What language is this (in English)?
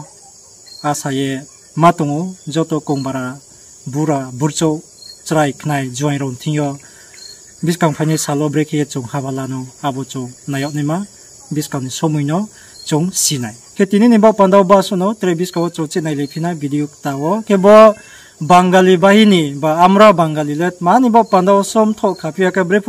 Riang (India)